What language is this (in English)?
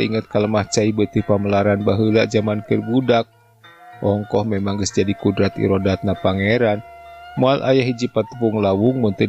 Sundanese